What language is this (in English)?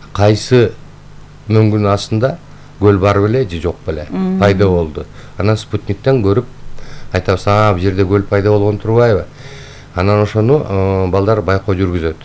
Kyrgyz